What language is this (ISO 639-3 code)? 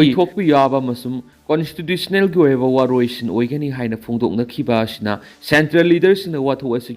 mni